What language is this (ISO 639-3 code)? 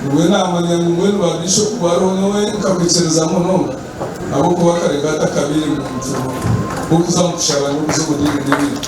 nyn